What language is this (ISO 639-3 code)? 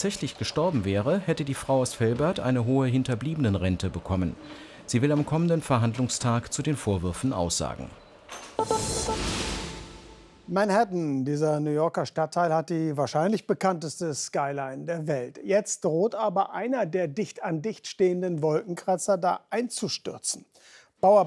deu